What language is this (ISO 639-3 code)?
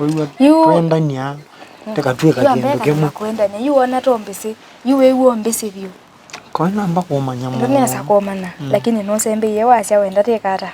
kam